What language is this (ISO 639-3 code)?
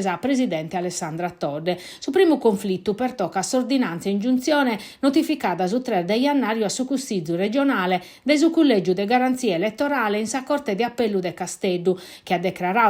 srd